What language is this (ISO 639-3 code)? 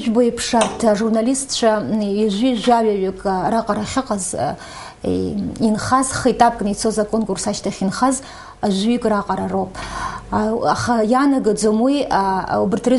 abk